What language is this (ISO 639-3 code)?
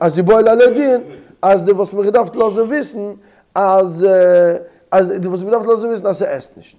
yid